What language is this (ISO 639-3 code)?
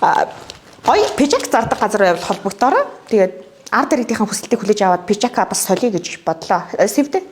mon